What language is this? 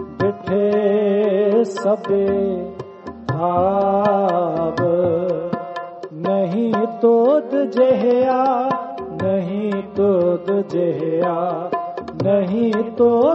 Hindi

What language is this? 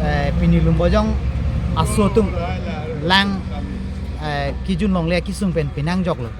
Karbi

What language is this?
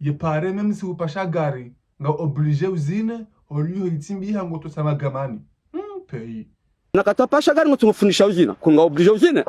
Ngazidja Comorian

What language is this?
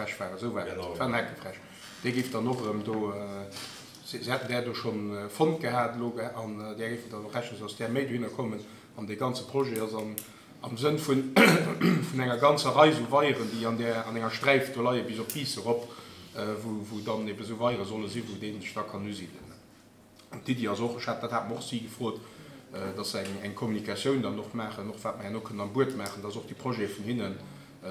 Luxembourgish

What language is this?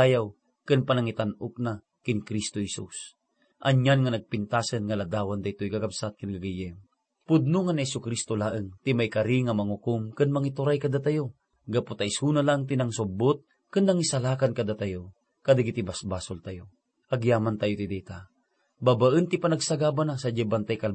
Iloko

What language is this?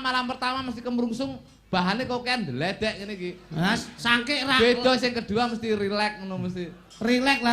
Javanese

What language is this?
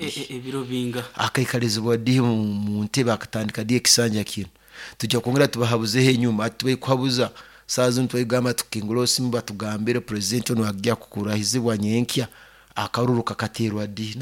Nyoro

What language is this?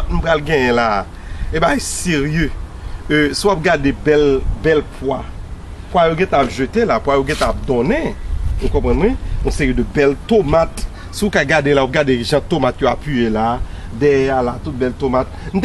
Haitian Creole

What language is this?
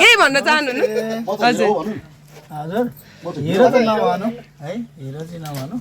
Nepali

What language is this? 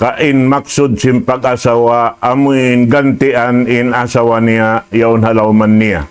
Tausug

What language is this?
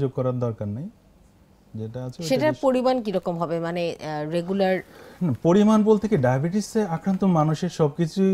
Bangla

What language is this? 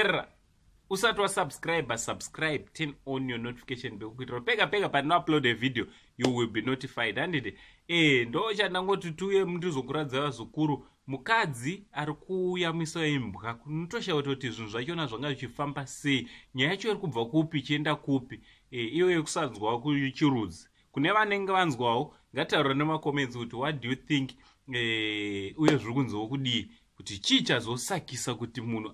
Shona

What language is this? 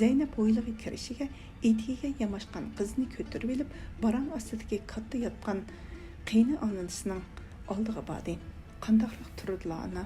Uyghur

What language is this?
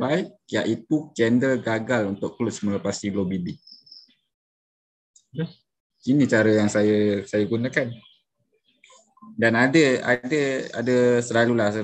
Malay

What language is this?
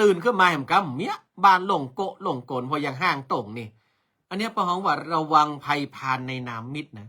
Northern Thai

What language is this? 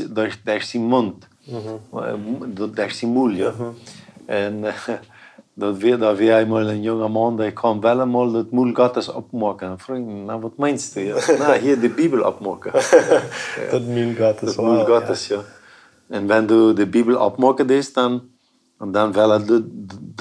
Plautdietsch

